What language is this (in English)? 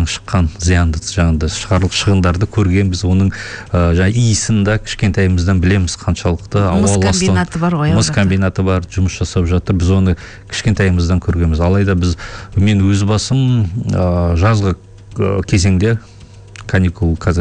Kazakh